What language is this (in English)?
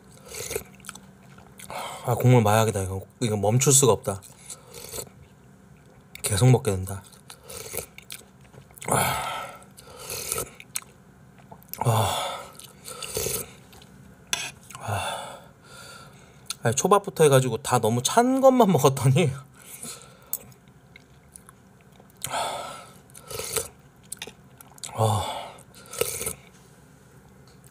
Korean